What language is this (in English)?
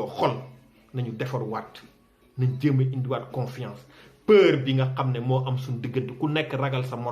Wolof